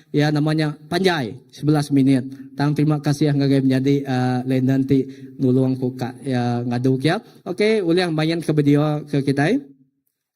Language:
Iban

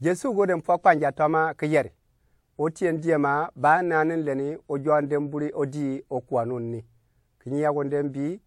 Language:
Gourmanchéma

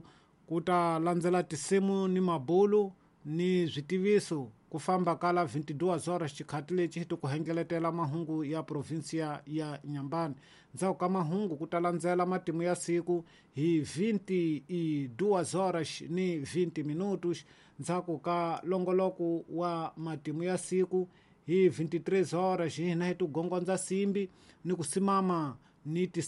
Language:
Tsonga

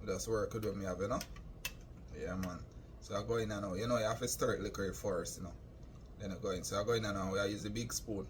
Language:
Jamaican Creole English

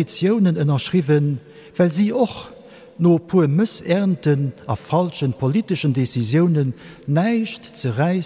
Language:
Luxembourgish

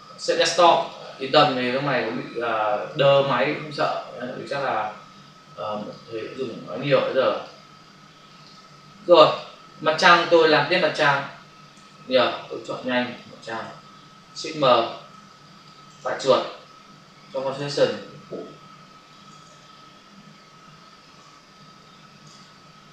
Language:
Vietnamese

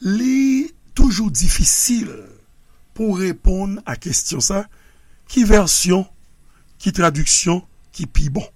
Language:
Haitian Creole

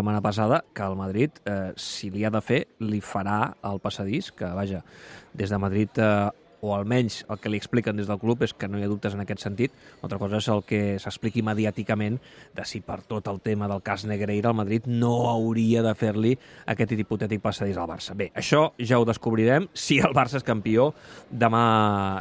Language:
Catalan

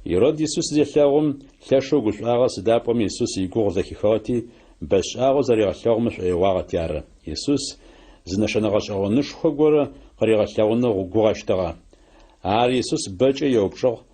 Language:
Adyghe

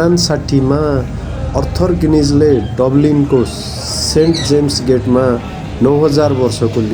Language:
Nepali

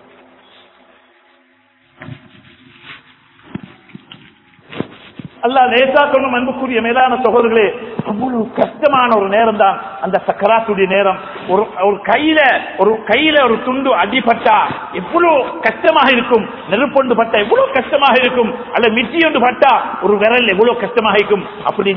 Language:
Tamil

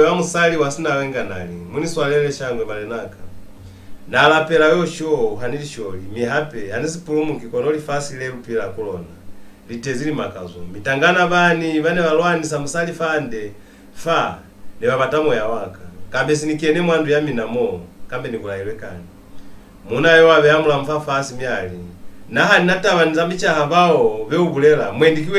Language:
Lozi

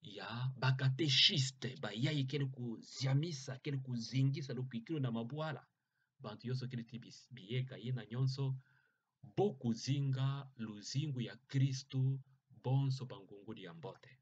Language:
Kituba (Democratic Republic of Congo)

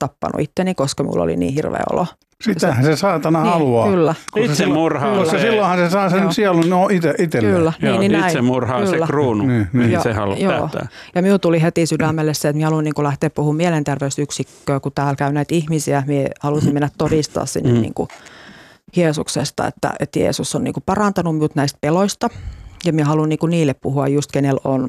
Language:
Finnish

